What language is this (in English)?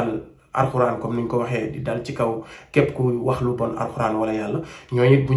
Wolof